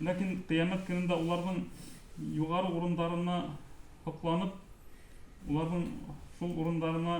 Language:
Bashkir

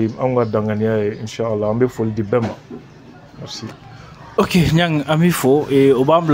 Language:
Bambara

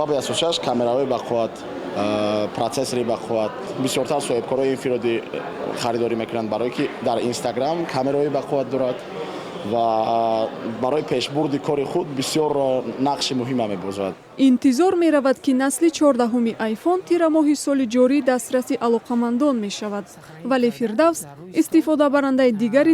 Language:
Tajik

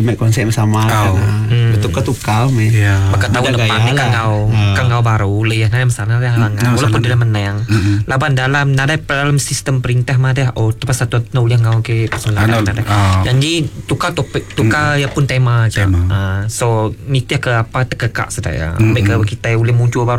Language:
Iban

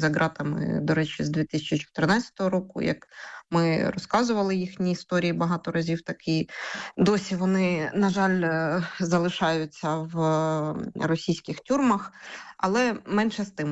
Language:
Ukrainian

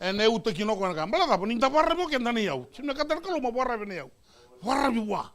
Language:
Fijian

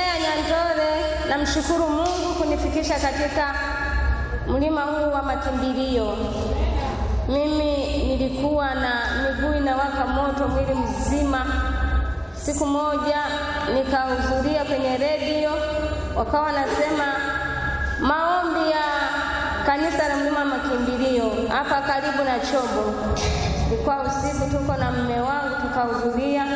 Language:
Swahili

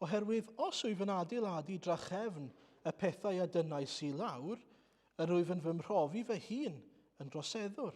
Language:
Welsh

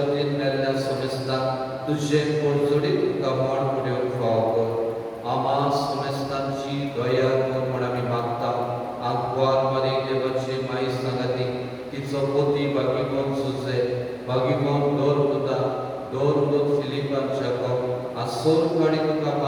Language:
Konkani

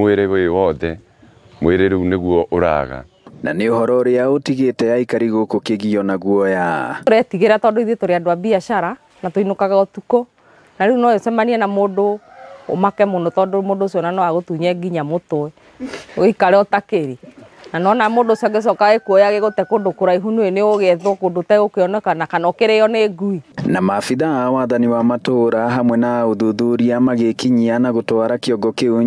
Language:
Kikuyu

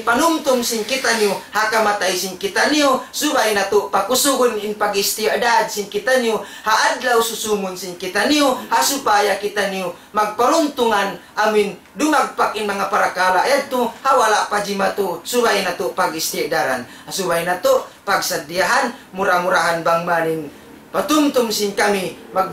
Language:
Tausug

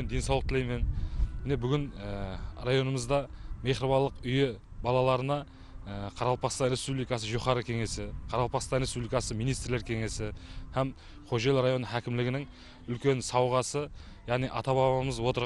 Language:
Kara-Kalpak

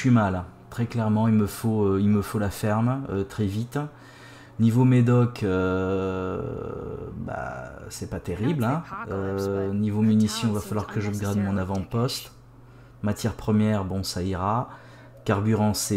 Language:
French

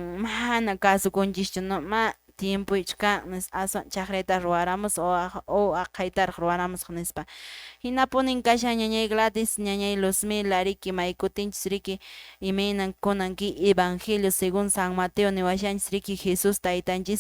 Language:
Quechua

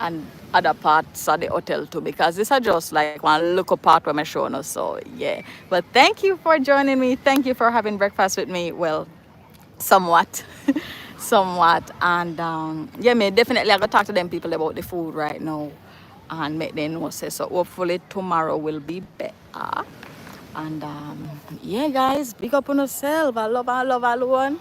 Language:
Jamaican Creole English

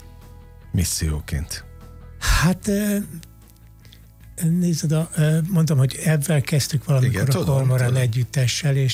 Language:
Hungarian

